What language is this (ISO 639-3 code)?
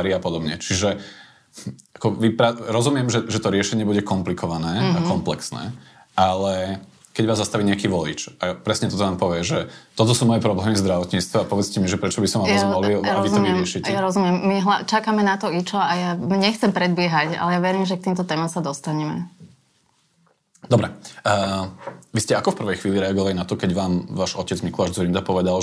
slk